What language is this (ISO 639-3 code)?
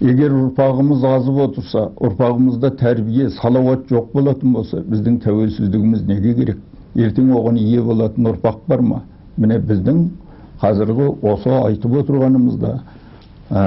kaz